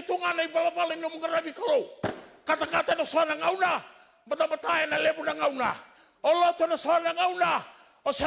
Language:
Fijian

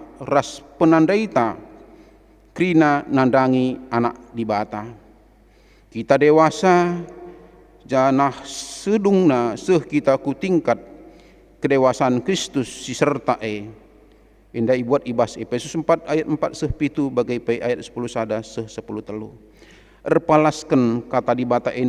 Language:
Batak Karo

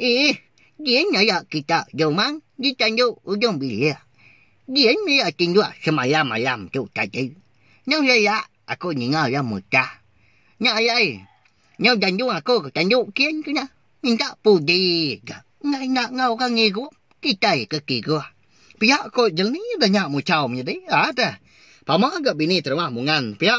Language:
Iban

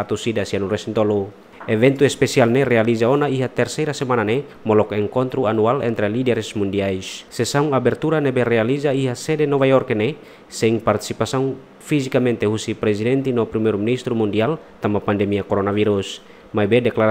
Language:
Tetum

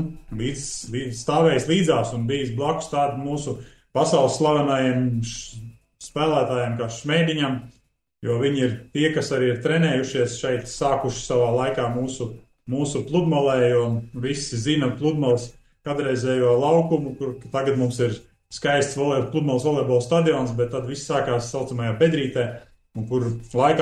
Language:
Latvian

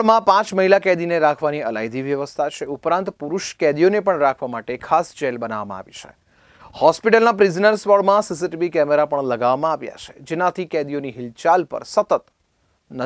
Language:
Gujarati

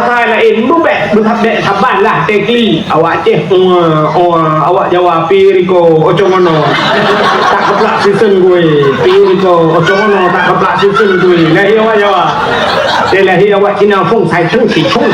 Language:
Achinese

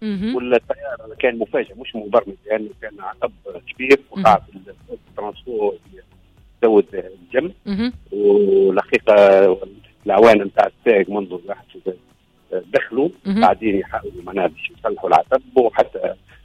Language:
Tunisian Arabic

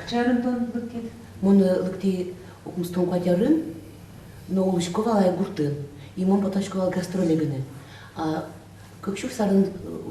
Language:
Udmurt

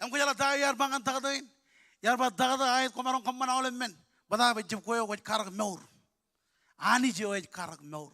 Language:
Marshallese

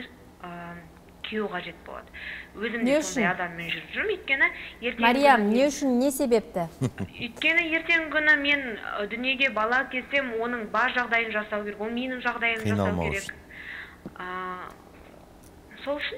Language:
Kazakh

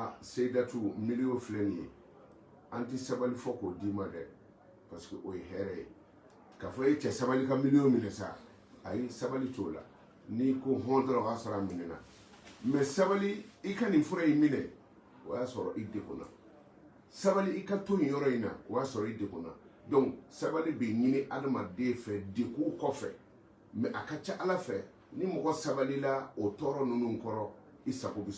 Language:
Bambara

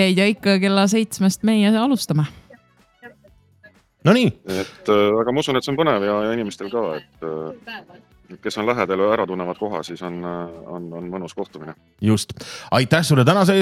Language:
Estonian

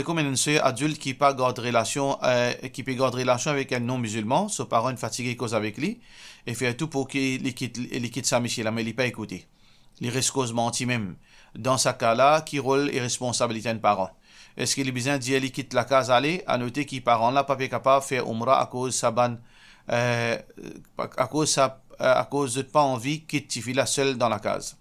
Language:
Morisyen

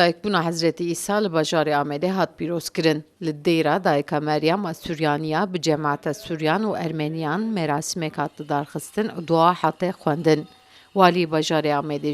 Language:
Kurdish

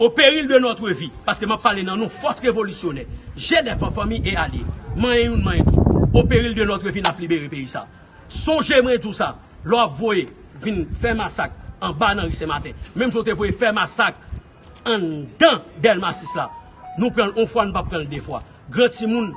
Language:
Haitian Creole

